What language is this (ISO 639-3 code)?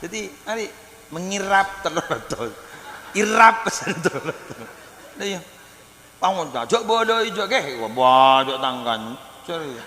mad